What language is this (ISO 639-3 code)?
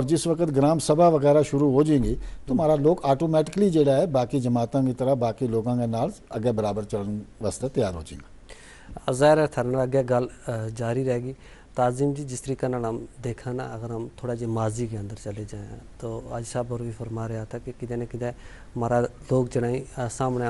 gju